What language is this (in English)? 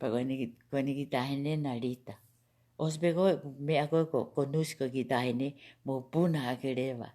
Tongan